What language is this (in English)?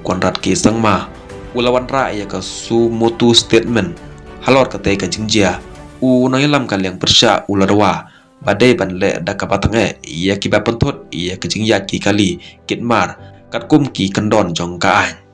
Khasi